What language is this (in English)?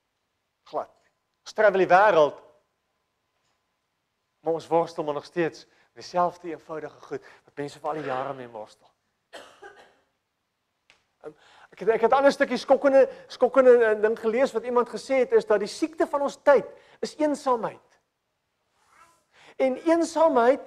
Afrikaans